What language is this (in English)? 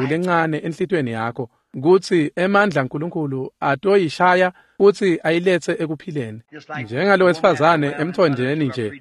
Swati